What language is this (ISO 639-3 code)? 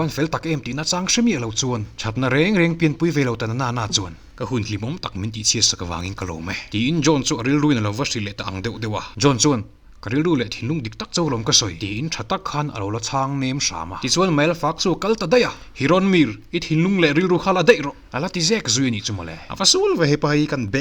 lus